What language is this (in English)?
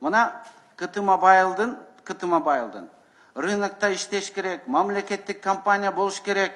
Kyrgyz